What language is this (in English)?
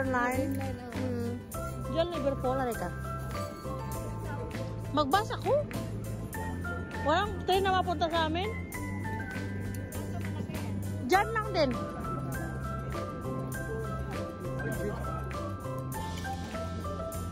Filipino